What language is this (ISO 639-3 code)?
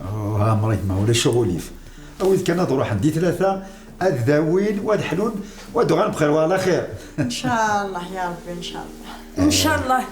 kab